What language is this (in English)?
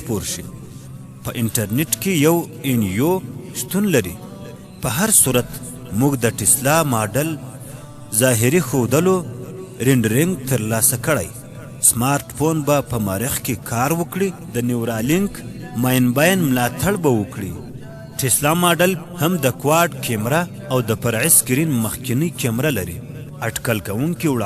Pashto